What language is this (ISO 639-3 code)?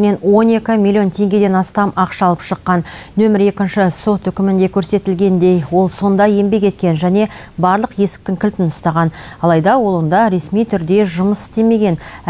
kaz